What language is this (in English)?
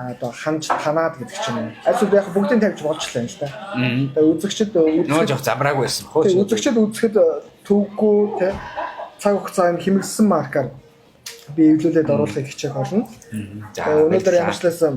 Mongolian